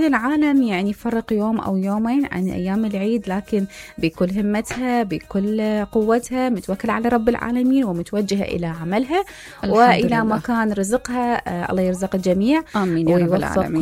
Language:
Mesopotamian Arabic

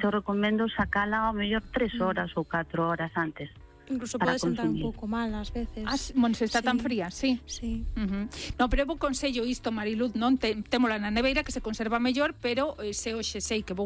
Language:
Galician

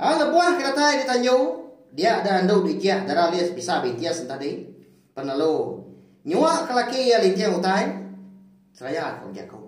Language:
Iban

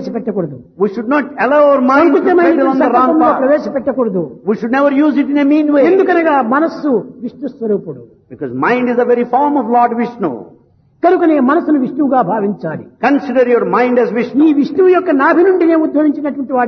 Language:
Telugu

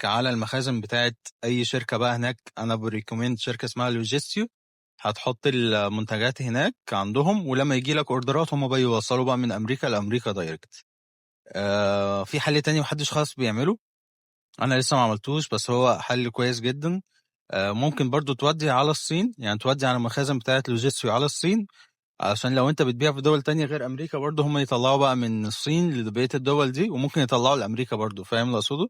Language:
Egyptian Arabic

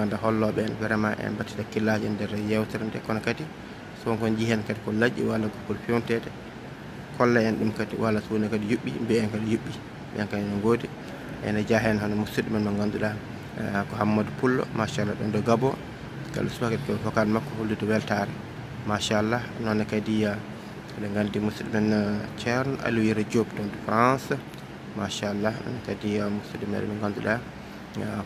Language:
Fula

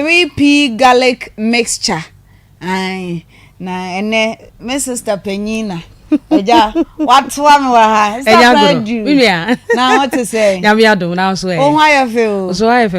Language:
Akan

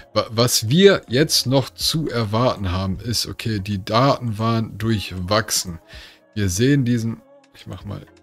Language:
German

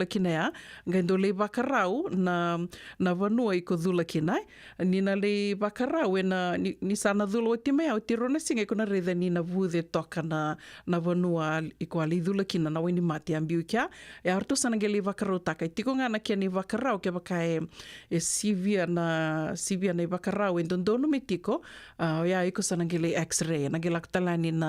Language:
Fijian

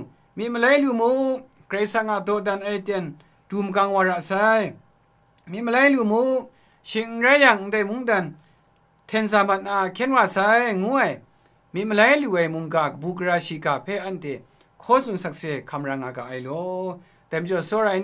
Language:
Kachin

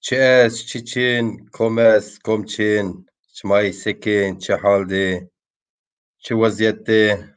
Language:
Zaza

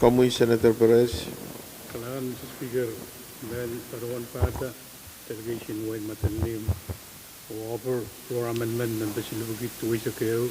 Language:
Pohnpeian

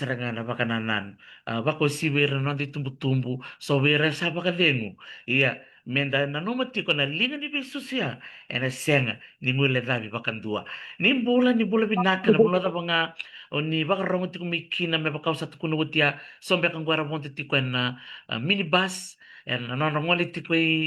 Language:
Fijian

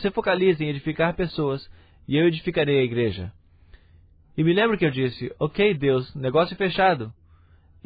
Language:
Portuguese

